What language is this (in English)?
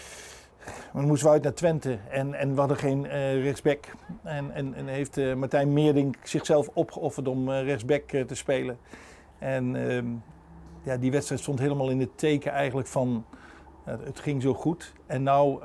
Dutch